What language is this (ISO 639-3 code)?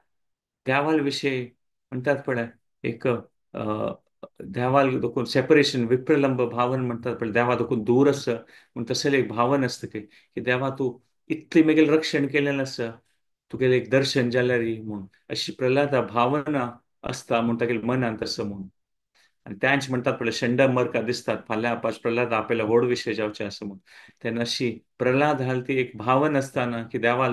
kok